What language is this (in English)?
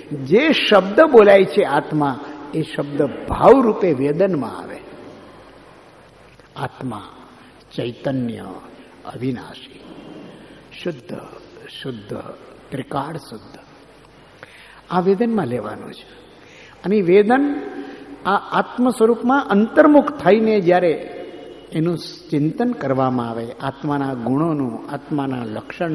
Gujarati